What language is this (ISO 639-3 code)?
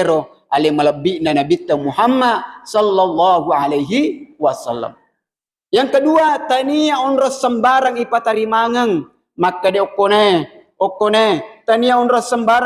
bug